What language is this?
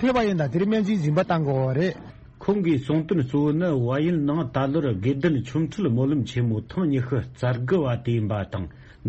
Tibetan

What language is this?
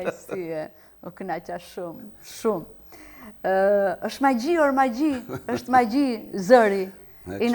Albanian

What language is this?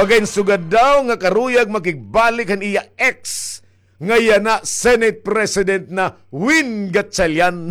Waray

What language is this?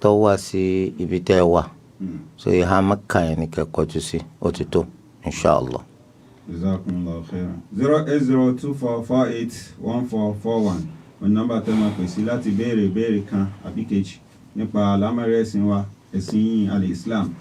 Yoruba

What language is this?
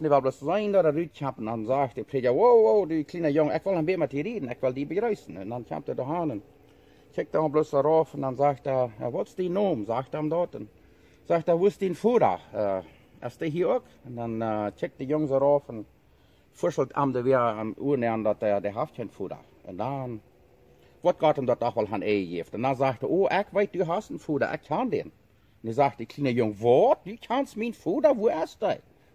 Plautdietsch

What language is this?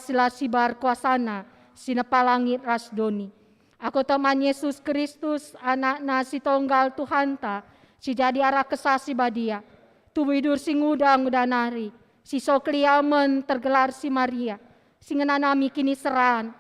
Batak Karo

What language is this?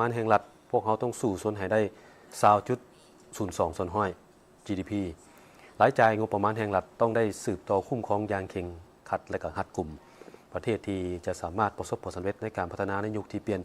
Lao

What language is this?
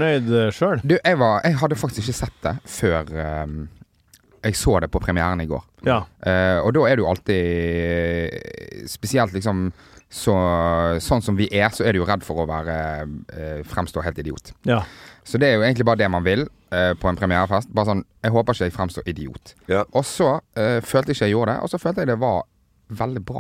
Norwegian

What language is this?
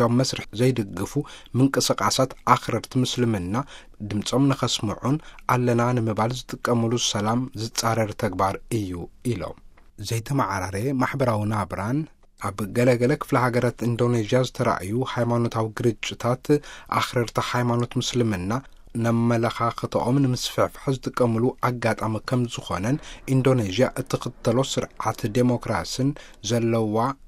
Tigrinya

